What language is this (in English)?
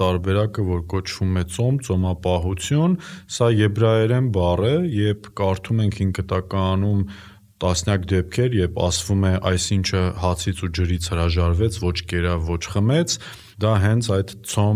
Armenian